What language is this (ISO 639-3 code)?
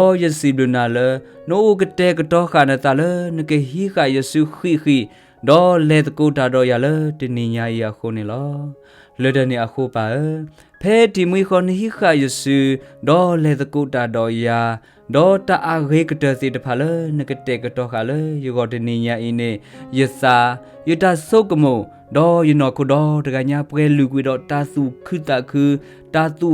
ksw